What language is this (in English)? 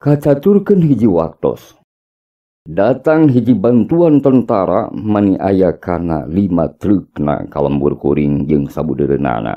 Sundanese